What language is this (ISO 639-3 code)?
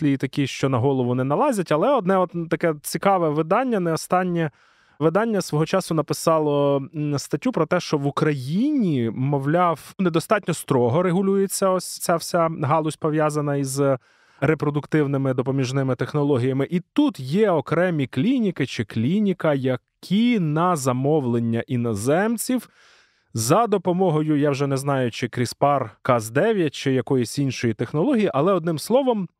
ukr